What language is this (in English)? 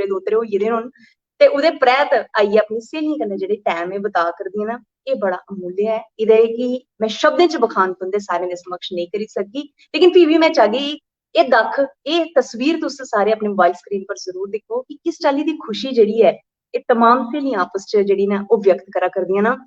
Dogri